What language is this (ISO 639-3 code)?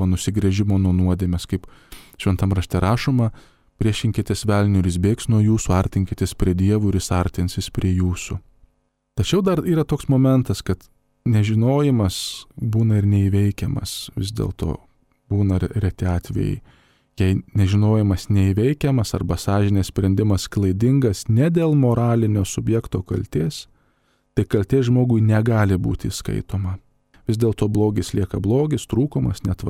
lit